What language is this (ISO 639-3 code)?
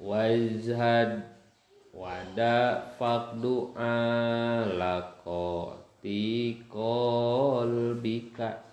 sun